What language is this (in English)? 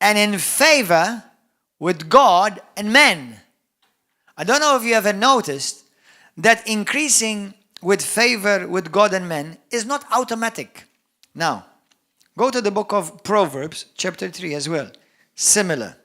English